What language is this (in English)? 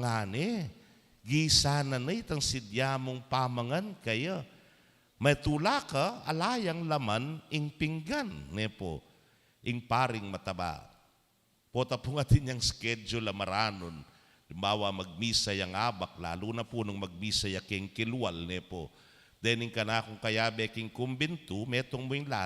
Pampanga